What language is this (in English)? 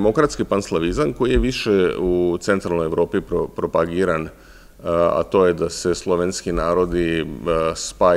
Serbian